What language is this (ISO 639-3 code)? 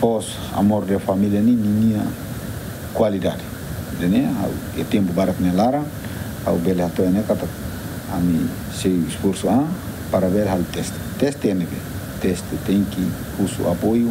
tet